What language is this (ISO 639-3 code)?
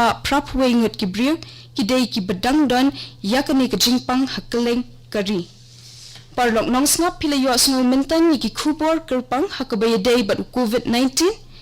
kha